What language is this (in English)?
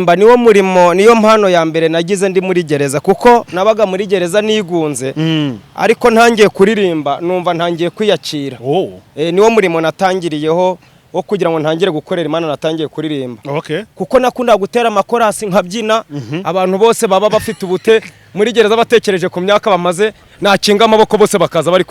Kinyarwanda